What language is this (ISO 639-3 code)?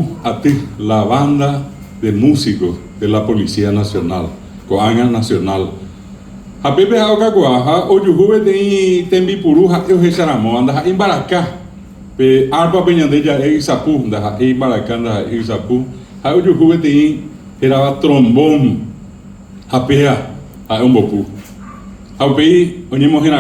grn